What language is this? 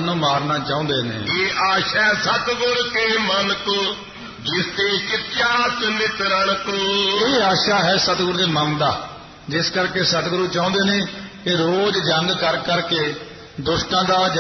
Punjabi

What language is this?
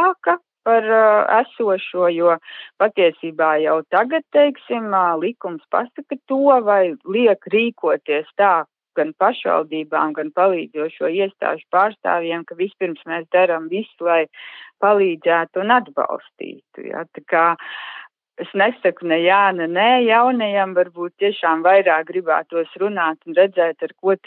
Latvian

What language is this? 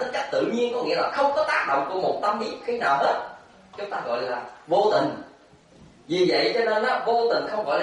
Vietnamese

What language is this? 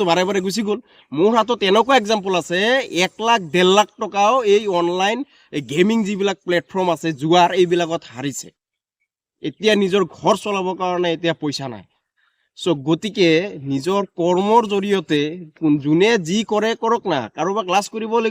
Assamese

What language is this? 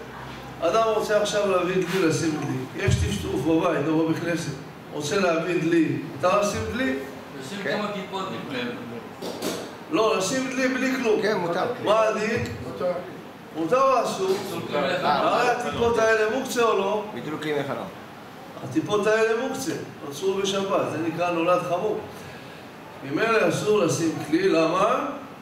Hebrew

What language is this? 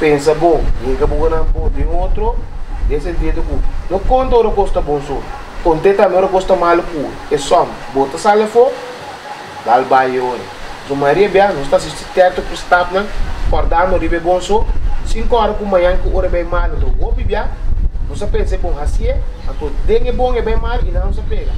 Papiamento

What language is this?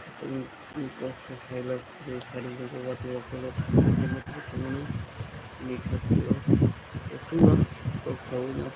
Kok Borok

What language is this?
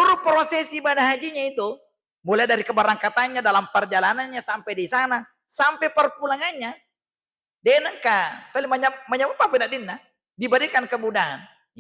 Buginese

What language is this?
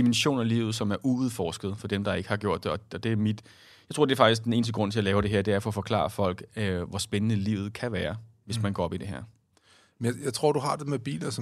Danish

